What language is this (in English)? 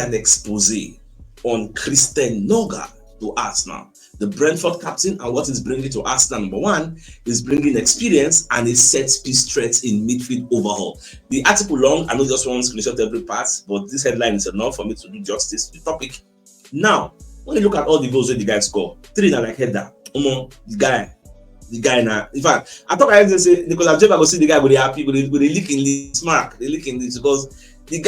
Nigerian Pidgin